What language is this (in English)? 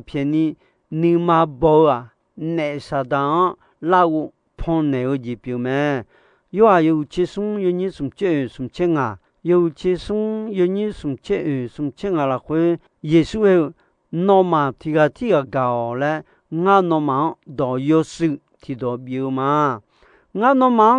Akha